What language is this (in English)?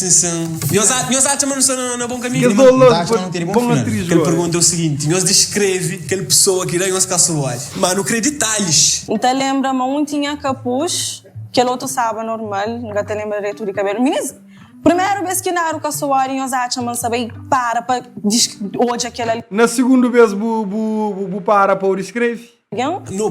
Kabuverdianu